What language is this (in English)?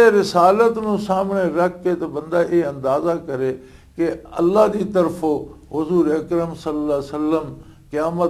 Western Panjabi